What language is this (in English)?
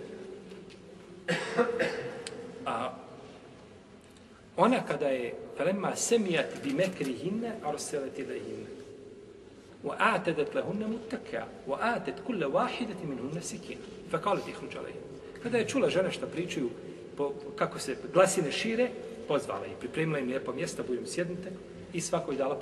Bosnian